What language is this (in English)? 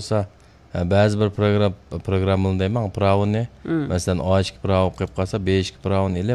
Uyghur